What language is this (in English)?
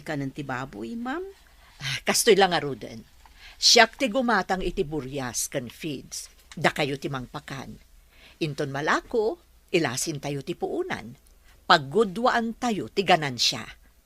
Iloko